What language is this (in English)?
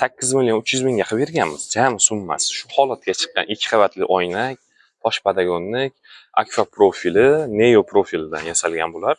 Uzbek